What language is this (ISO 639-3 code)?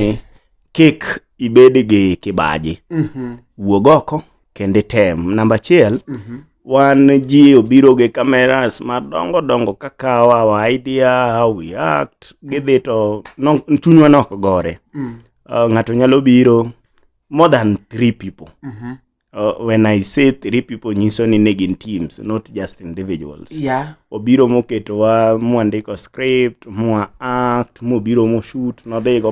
luo